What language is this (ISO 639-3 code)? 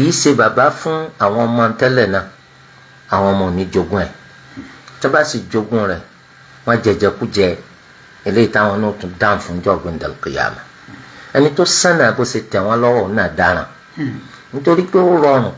yor